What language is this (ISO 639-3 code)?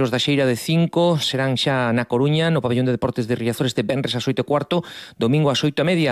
glg